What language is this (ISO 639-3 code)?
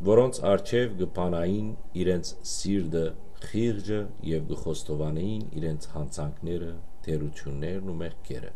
hyw